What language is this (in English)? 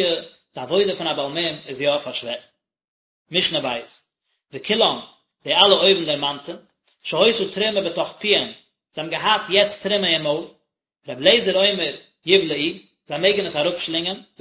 Yiddish